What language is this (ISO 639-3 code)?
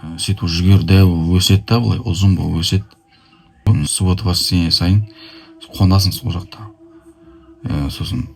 kaz